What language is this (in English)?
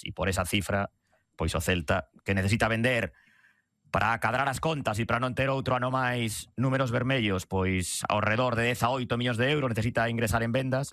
Galician